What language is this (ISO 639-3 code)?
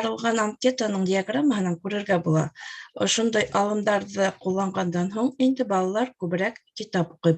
bak